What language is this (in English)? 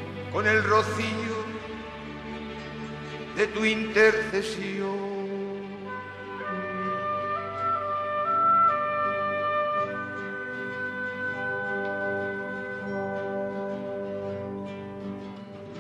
Estonian